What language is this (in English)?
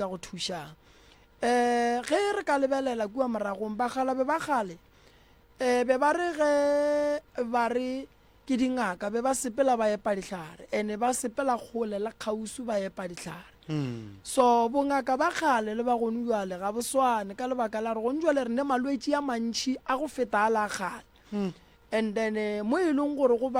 Northern Sotho